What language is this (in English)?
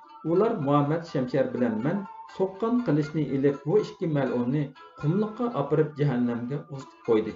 Uyghur